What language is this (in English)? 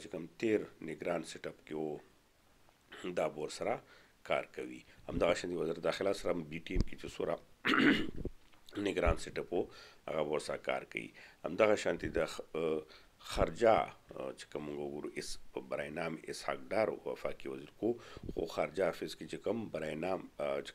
Pashto